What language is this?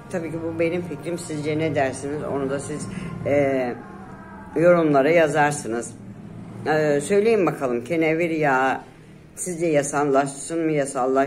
Turkish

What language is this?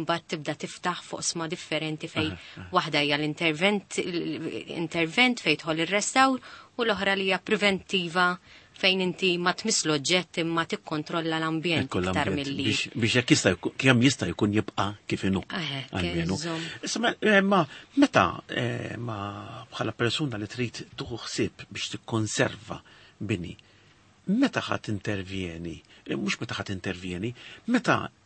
Maltese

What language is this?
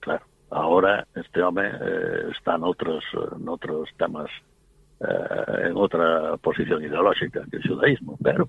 Galician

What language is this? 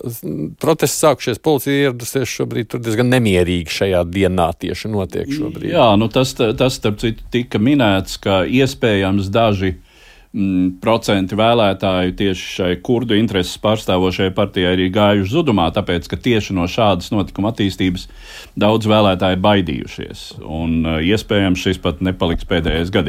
Latvian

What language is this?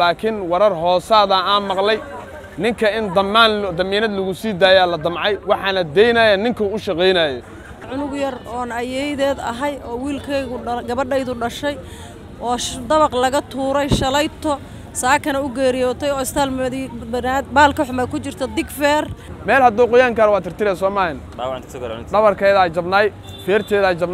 Somali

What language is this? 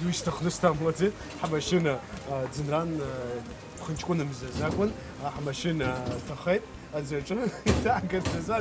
Abkhazian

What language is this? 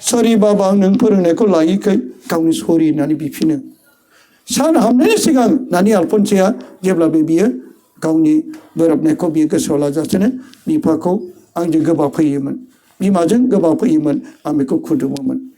Bodo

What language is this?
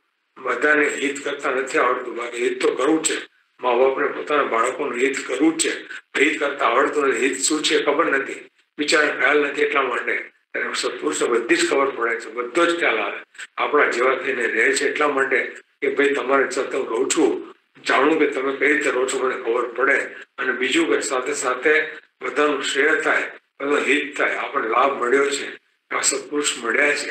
Gujarati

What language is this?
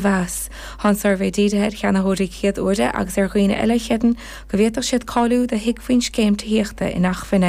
Irish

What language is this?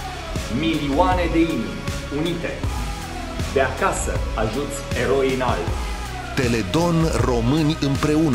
Romanian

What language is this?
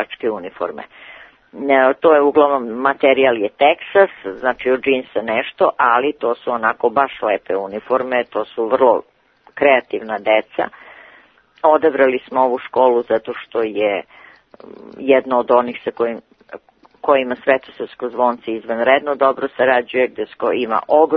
Serbian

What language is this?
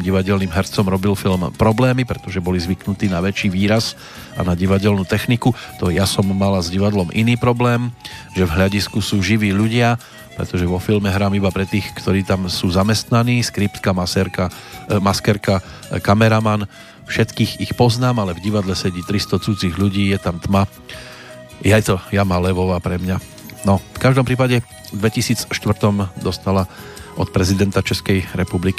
Slovak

